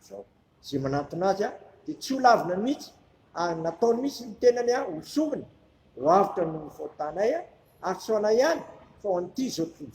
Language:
Malagasy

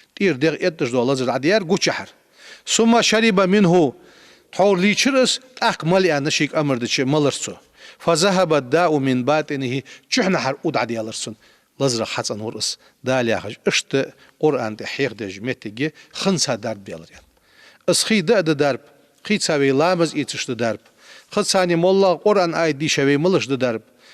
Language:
Ingush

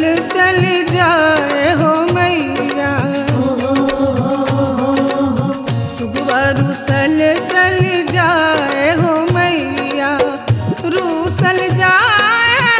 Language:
Bhojpuri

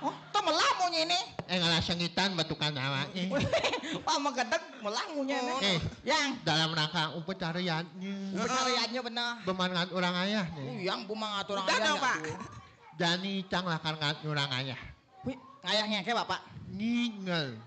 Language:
Balinese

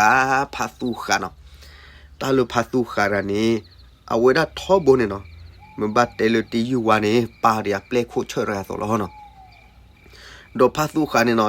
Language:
S'gaw Karen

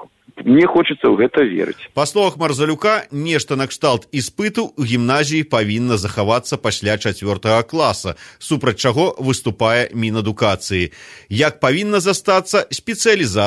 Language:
Belarusian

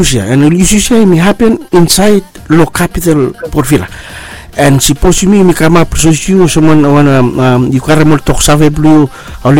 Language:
Bislama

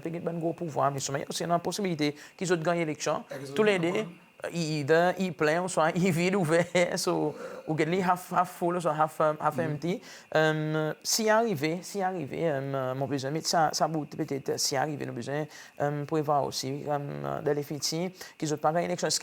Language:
Seselwa Creole French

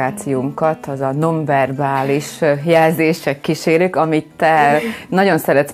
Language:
Hungarian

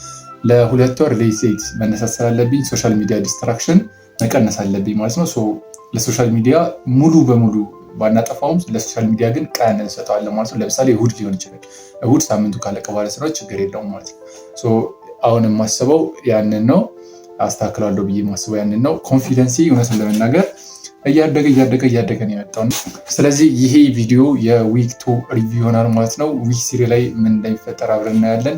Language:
Amharic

